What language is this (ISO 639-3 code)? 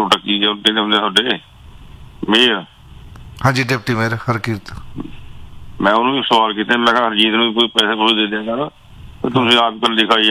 pan